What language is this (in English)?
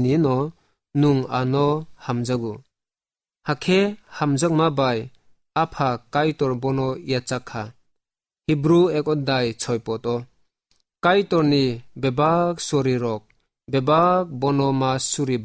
Kok Borok